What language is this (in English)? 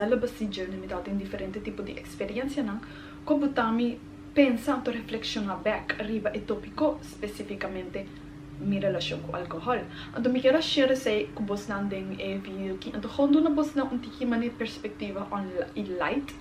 Papiamento